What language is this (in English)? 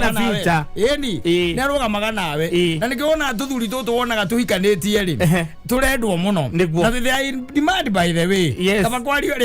Kikuyu